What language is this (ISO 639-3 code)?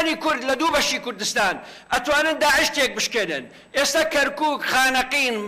ckb